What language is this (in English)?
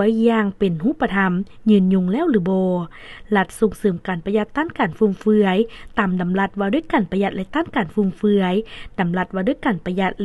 Lao